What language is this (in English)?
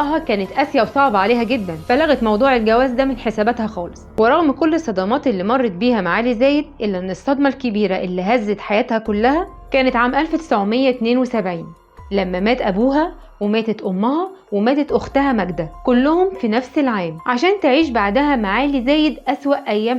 Egyptian Arabic